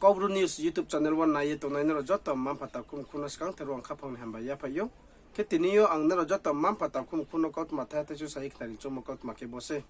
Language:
Riang (India)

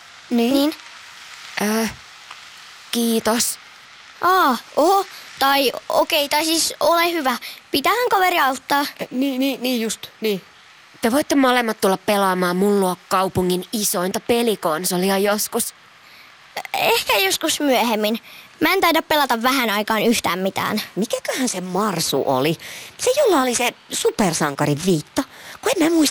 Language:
Finnish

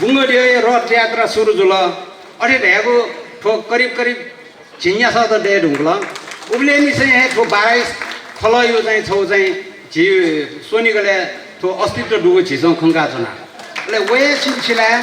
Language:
Newari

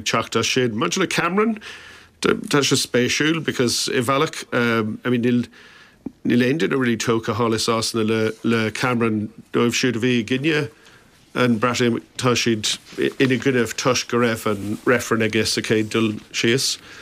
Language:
Irish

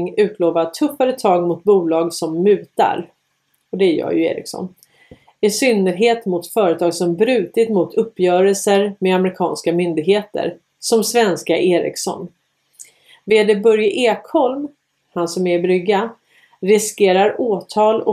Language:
Swedish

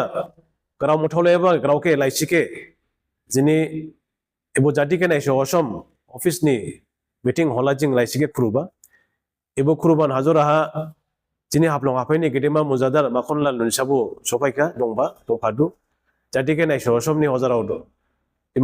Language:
Dimasa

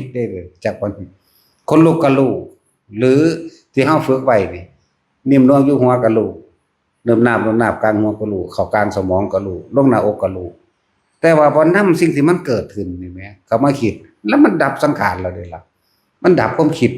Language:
Northeastern Thai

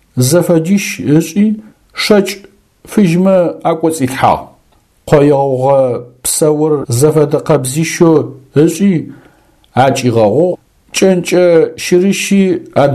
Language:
Adyghe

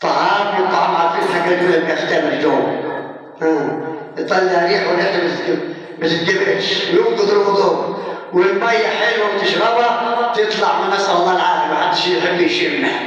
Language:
Egyptian Arabic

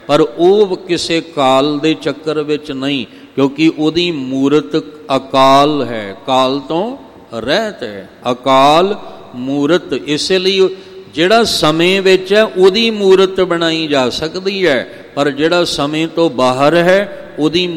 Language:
Punjabi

